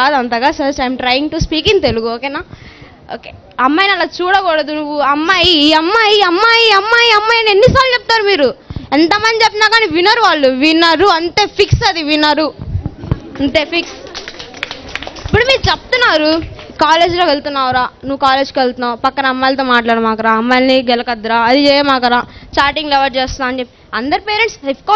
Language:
Telugu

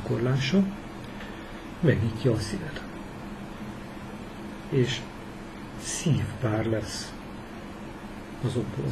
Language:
Hungarian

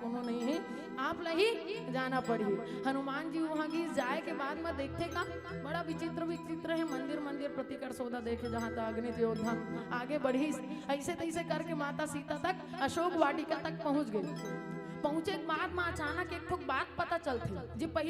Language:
Chhattisgarhi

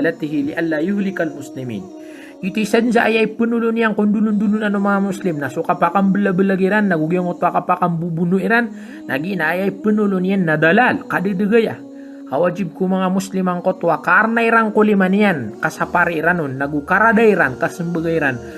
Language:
Maranao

